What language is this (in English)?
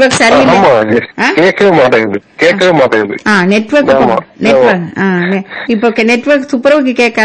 Tamil